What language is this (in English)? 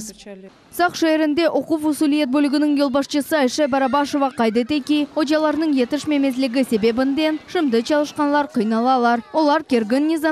Crimean Tatar